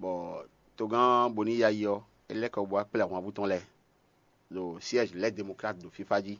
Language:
Fon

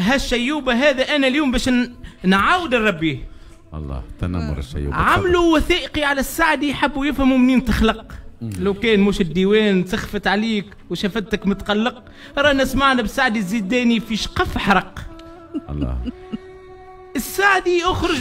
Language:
Tunisian Arabic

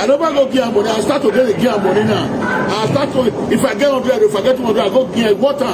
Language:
Nigerian Pidgin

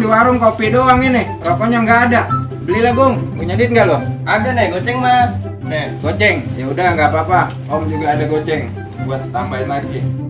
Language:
Betawi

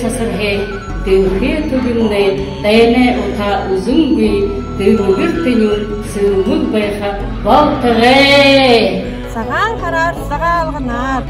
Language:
Buriat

